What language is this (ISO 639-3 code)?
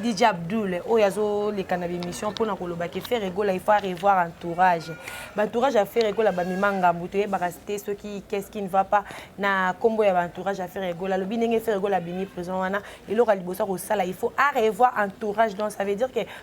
lin